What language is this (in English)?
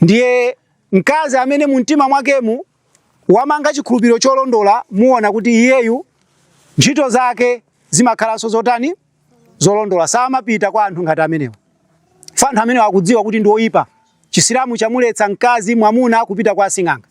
Nyanja